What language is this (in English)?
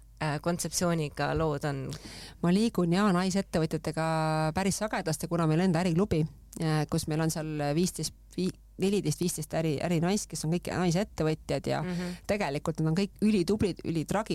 Estonian